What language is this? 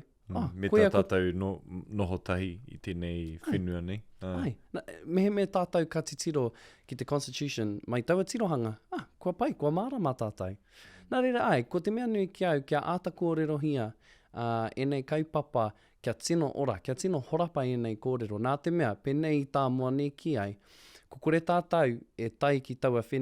Māori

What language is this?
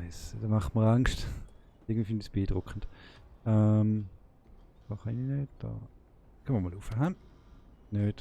Swiss German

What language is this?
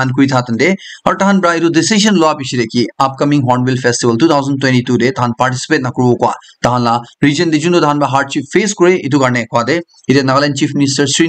Naga Pidgin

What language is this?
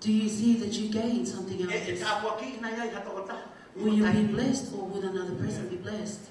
Tongan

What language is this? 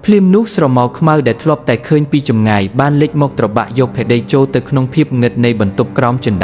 Khmer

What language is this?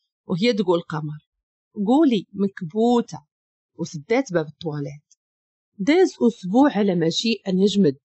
Moroccan Arabic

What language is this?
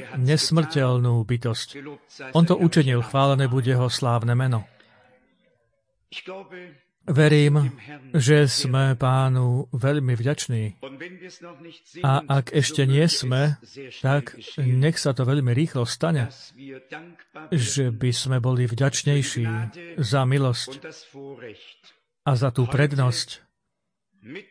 Slovak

